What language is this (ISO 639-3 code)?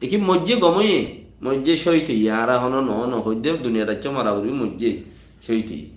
rhg